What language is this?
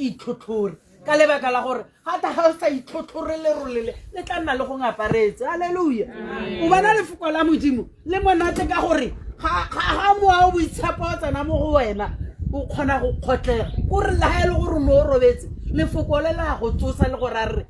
Tswana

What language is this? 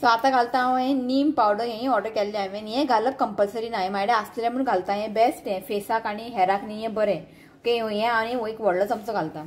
Konkani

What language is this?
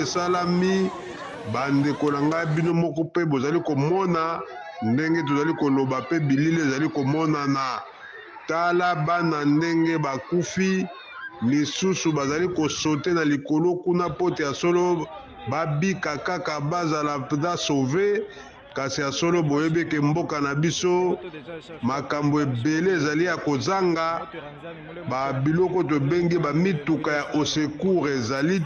Lingala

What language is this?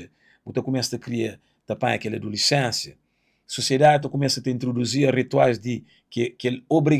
Kabuverdianu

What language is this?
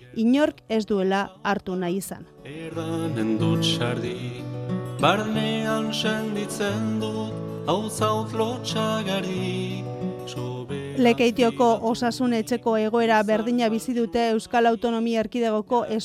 Basque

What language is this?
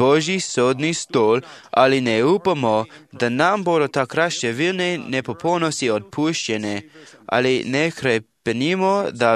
Slovenian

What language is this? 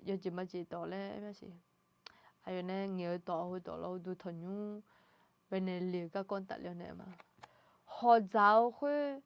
Akha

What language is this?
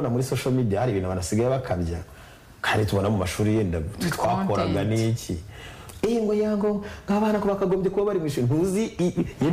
Kinyarwanda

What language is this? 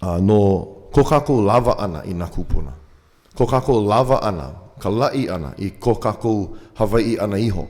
Hawaiian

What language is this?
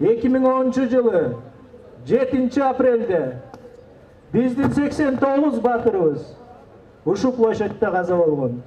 Kyrgyz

